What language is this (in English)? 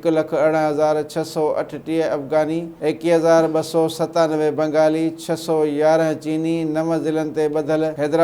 Sindhi